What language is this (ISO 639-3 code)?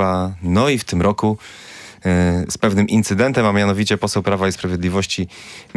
pol